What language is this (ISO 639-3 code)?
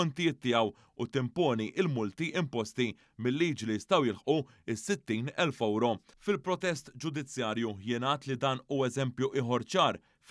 mlt